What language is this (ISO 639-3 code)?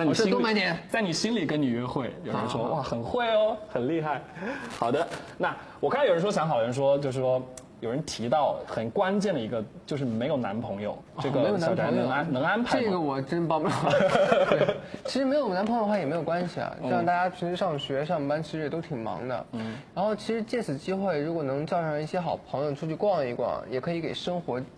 zho